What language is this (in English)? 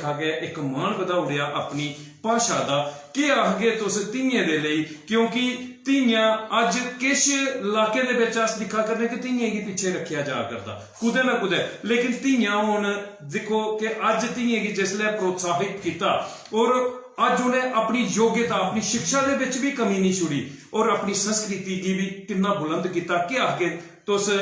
Dogri